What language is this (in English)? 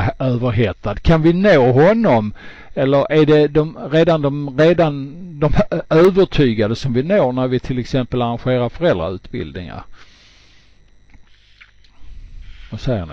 Swedish